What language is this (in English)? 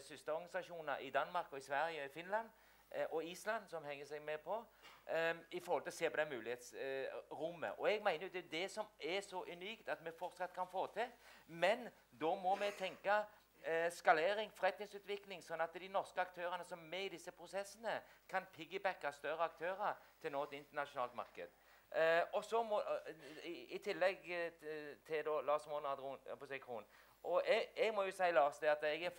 Norwegian